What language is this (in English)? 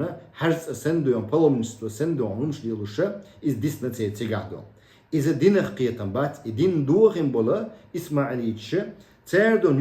Chechen